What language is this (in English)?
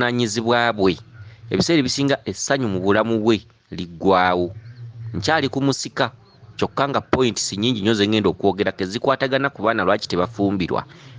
Ganda